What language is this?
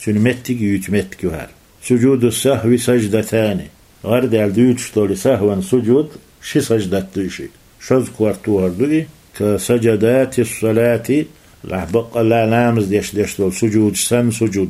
Chechen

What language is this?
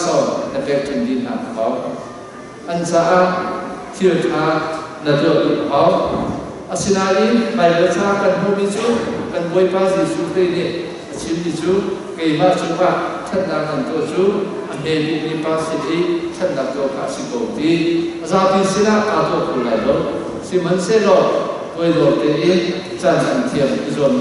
Hakha Chin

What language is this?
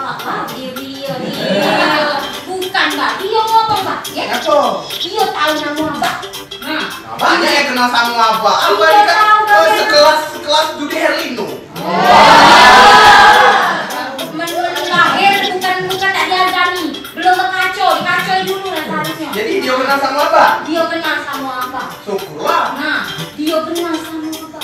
Musi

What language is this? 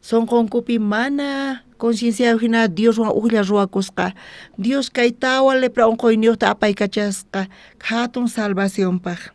South Bolivian Quechua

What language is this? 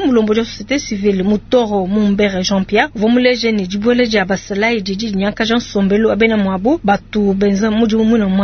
Luba-Lulua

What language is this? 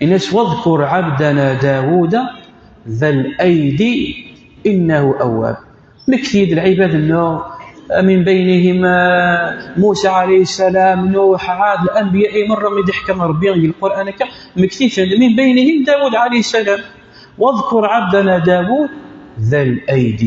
Kabyle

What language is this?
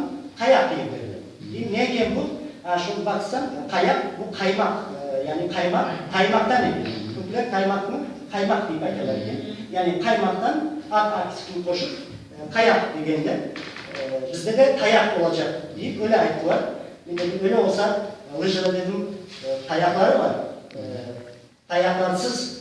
Crimean Tatar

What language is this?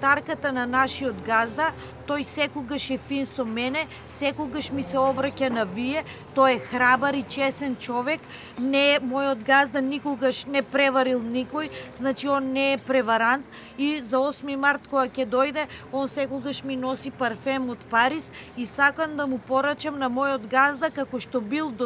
Macedonian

